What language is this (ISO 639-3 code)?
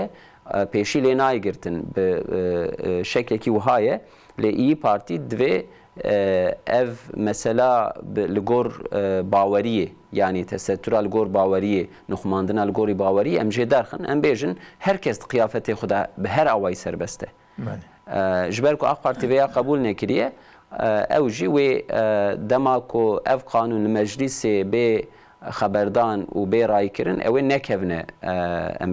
kur